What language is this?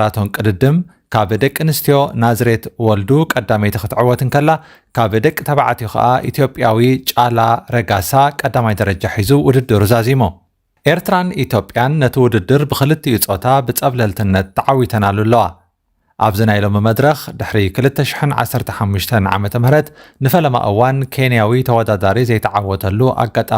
Tigrinya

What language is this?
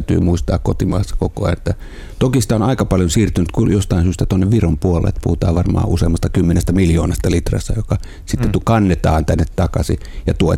Finnish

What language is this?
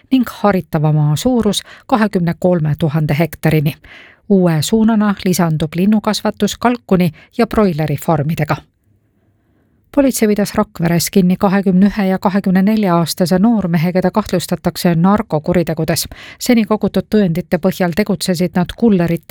Estonian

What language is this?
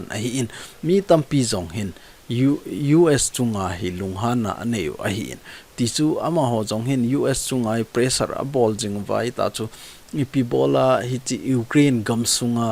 Thado Chin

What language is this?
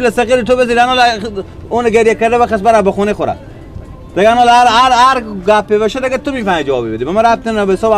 Persian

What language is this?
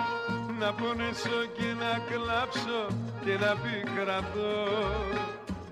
Greek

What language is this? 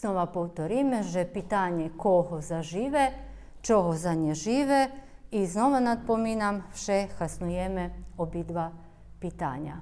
Rusyn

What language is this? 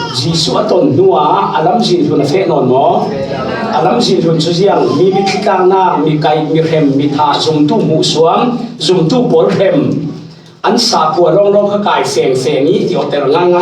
Falam Chin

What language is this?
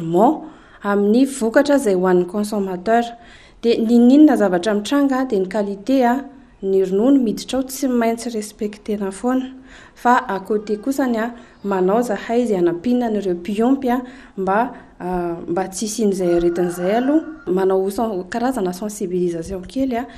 Malagasy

